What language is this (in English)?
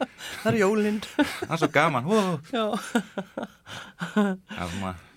Icelandic